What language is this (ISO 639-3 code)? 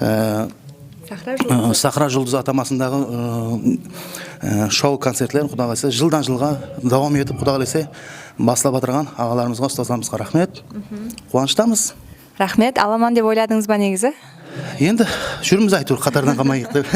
kaa